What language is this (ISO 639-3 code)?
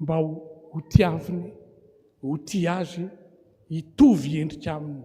mlg